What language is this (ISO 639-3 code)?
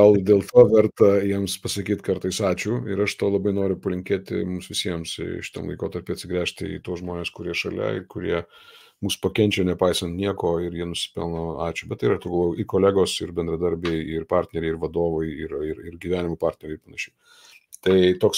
lit